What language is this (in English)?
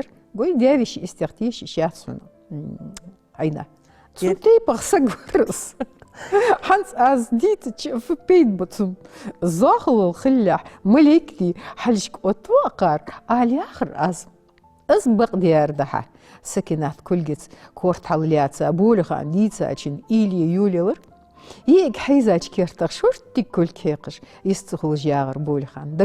Ingush